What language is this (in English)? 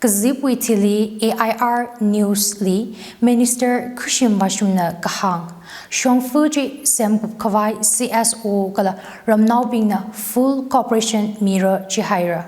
Tangkhul Naga (India)